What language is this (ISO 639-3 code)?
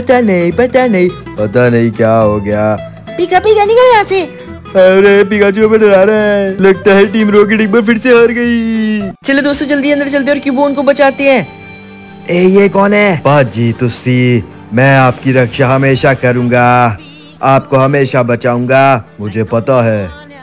hin